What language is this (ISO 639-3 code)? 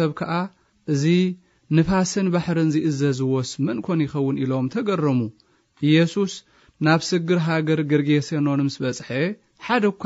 tir